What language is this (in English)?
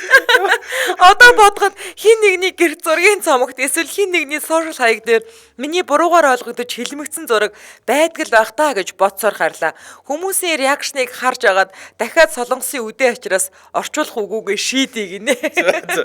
Mongolian